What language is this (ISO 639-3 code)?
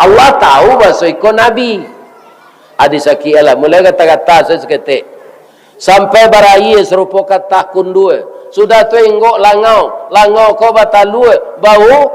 min